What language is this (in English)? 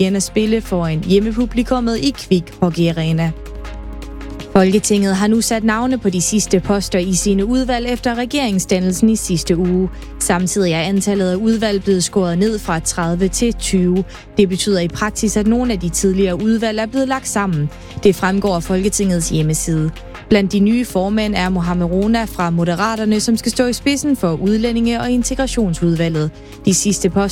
Danish